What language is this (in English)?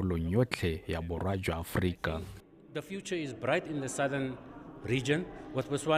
Tswana